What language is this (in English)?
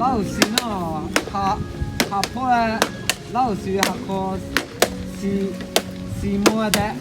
Lahu